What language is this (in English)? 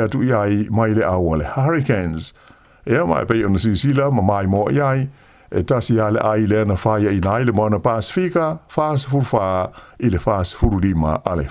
Samoan